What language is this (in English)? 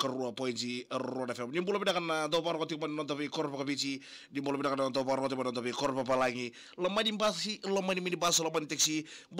Fijian